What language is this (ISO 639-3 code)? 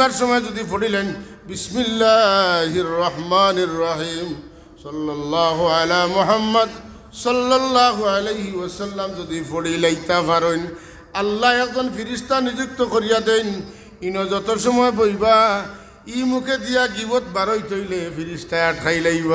syl